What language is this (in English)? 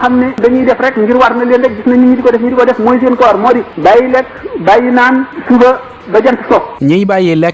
Wolof